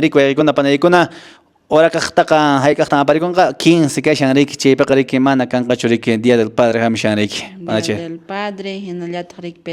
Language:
Quechua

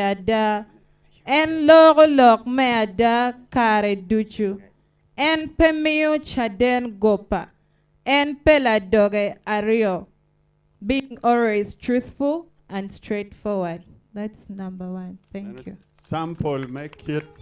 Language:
Acoli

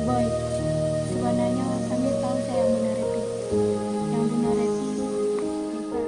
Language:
Minangkabau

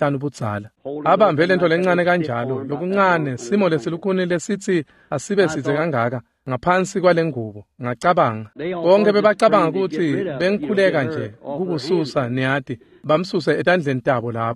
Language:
Swati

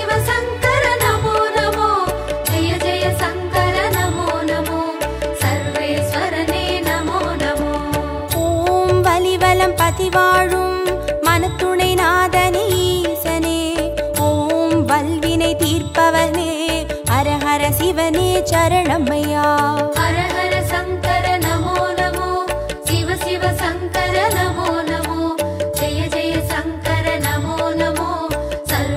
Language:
Tamil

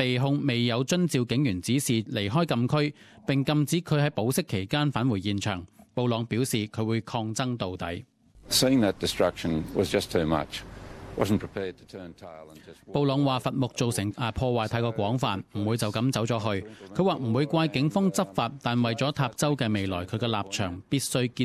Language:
Cantonese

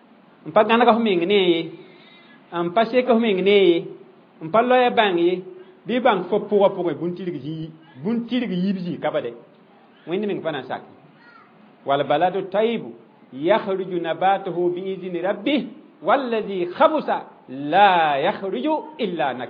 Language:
Mossi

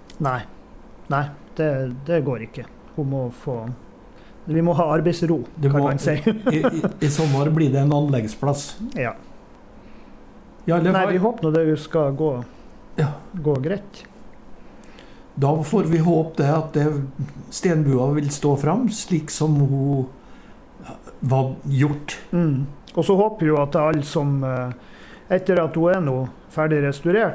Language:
Norwegian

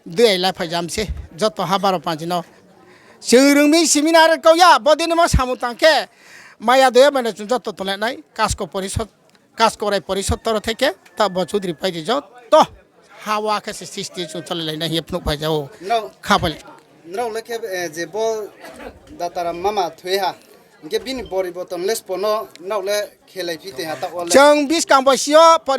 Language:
Riang (India)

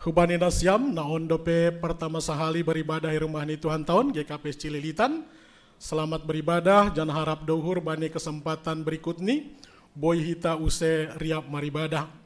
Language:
Batak Simalungun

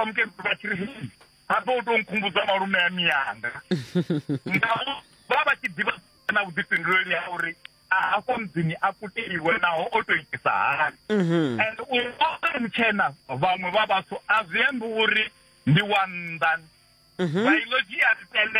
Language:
Venda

